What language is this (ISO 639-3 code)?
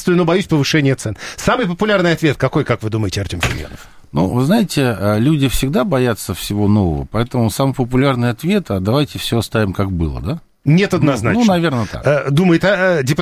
rus